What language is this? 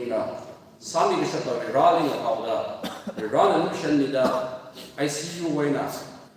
Tangkhul Naga (India)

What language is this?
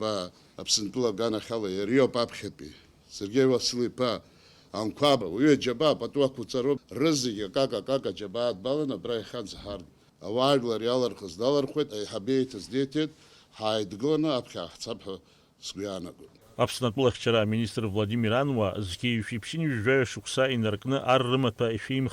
Abkhazian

